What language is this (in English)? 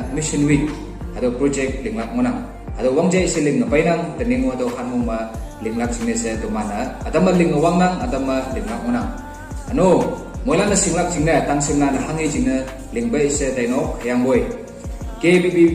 Naga Pidgin